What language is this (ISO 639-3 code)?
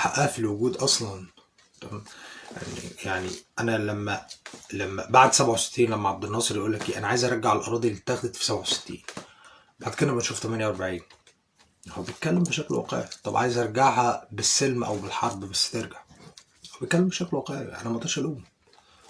arz